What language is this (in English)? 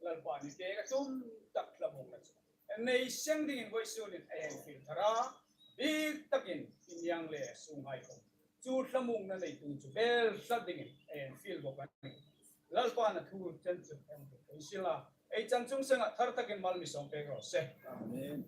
Hmar